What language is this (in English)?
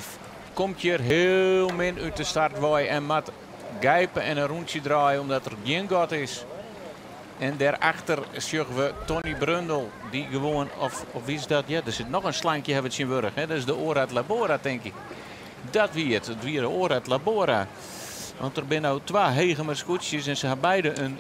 Western Frisian